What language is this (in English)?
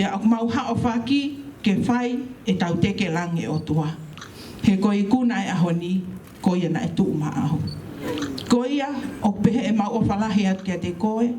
Tongan